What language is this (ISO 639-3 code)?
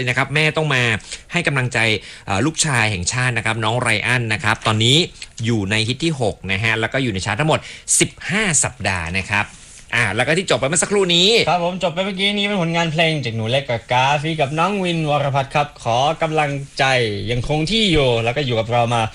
tha